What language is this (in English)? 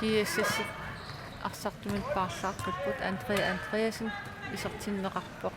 Kalaallisut